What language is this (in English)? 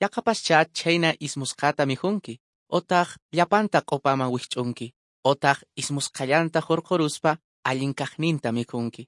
Quechua